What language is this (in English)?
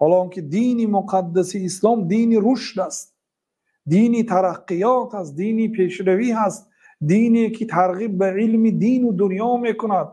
Tajik